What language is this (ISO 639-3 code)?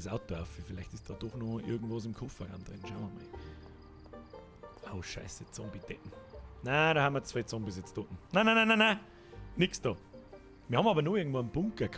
bar